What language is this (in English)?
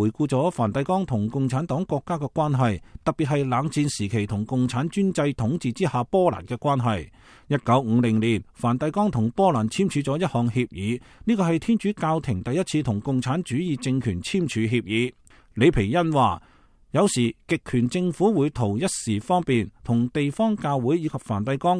Cantonese